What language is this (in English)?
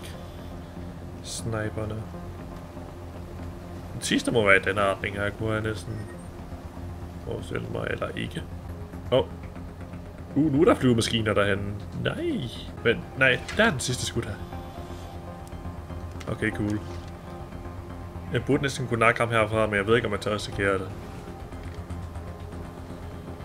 Danish